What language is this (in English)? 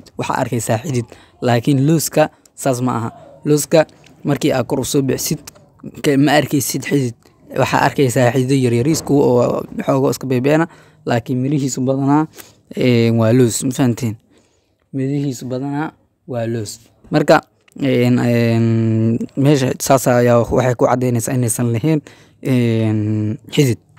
Somali